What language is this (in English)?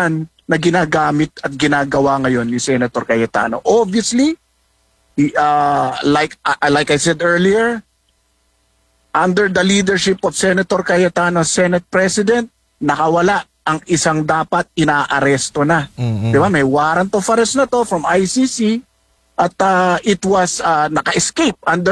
Filipino